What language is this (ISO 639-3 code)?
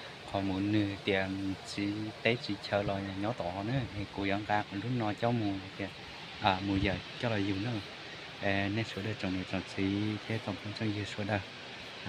hmn